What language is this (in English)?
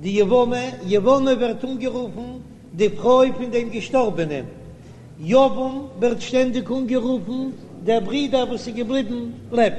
Yiddish